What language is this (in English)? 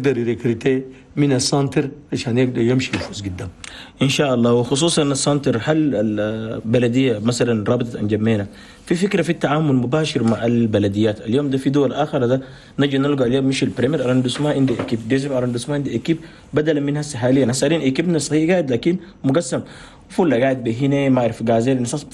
Chadian Arabic